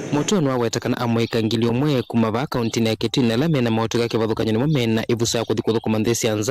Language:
Kamba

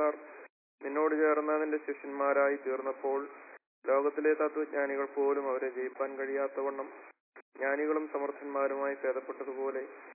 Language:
Malayalam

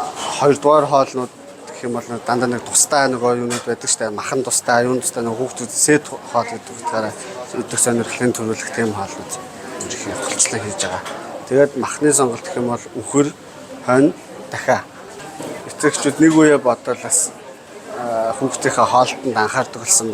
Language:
Mongolian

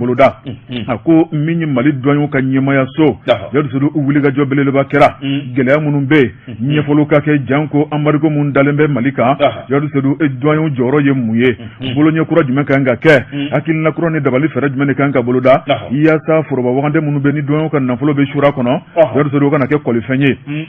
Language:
Bambara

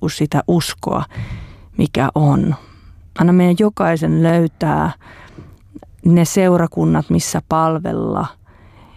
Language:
Finnish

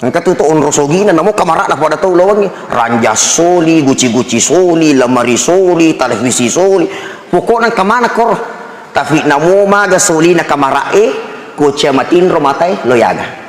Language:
Buginese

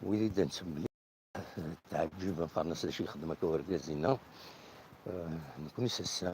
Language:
Kabyle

